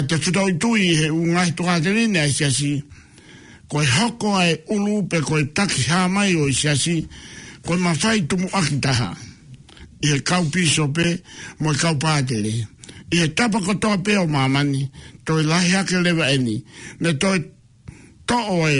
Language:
Tongan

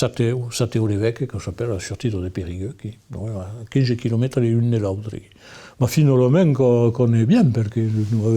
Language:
Occitan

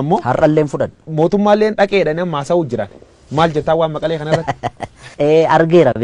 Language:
Oromo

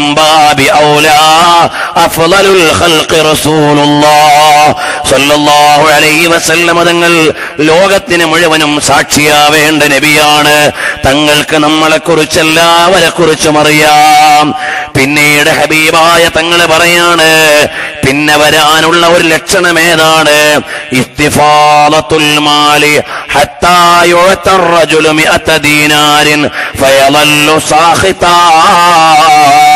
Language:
Malayalam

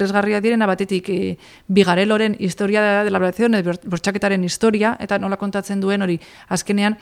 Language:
Basque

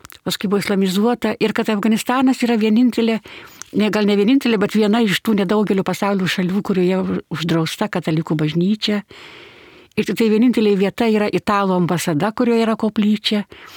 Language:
Lithuanian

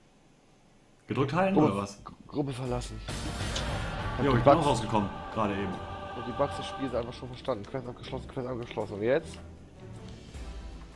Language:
German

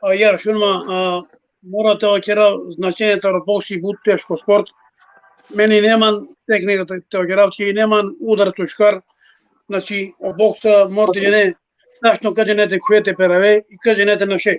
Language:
Balkan Romani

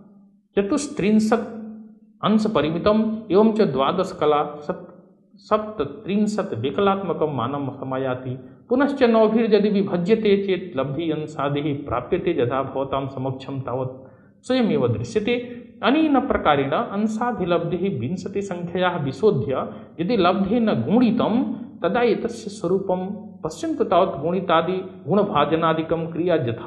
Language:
Sanskrit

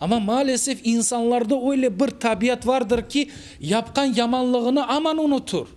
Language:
Crimean Tatar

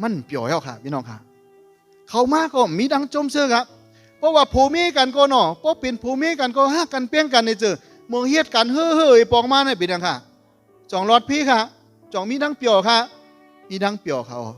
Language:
Shan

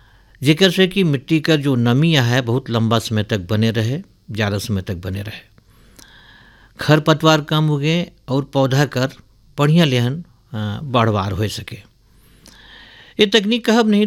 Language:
Bhojpuri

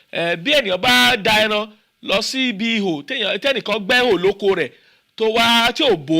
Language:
Yoruba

